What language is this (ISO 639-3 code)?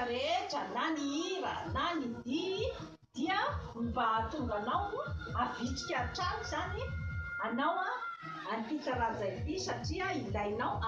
mlg